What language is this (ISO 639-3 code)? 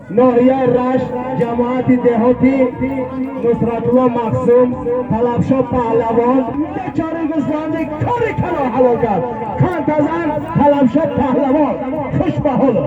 tgk